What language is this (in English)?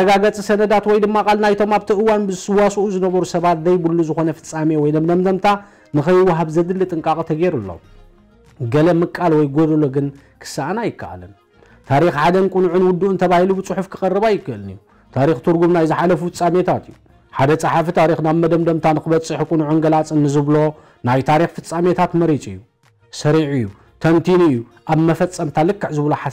Tigrinya